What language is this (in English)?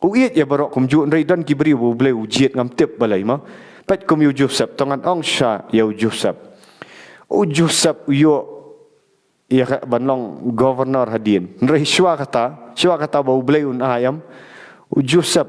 Khasi